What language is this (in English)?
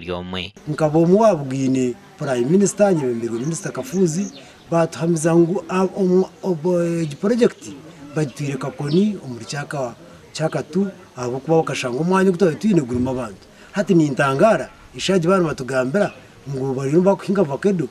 Kinyarwanda